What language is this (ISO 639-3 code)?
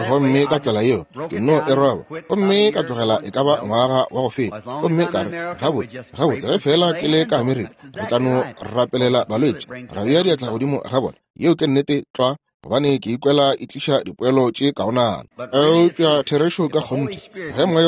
nso